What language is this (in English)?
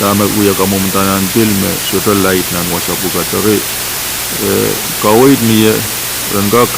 Pohnpeian